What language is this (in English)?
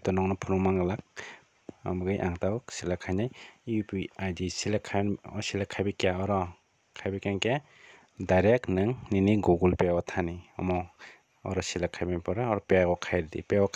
Kok Borok